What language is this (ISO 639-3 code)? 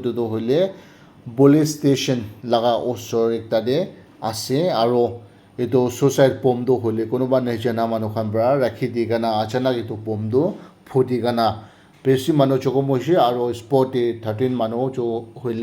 nag